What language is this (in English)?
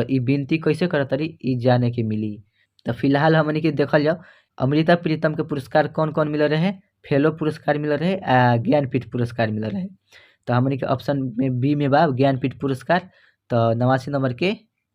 Bhojpuri